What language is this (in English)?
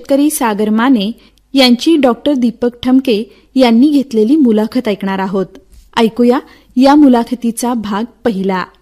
Marathi